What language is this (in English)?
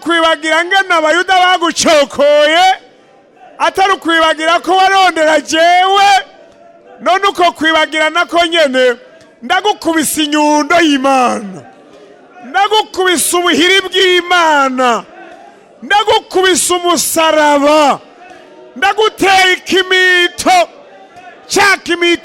Rundi